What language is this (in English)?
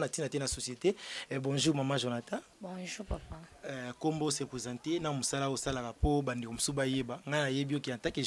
Lingala